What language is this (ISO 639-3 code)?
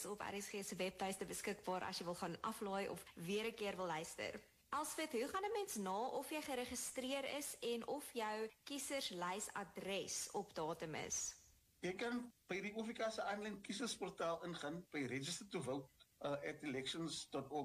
afr